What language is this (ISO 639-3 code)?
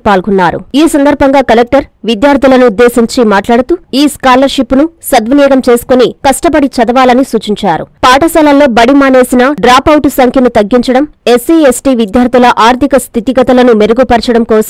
tel